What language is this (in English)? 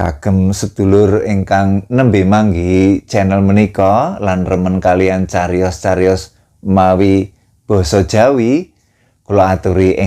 Javanese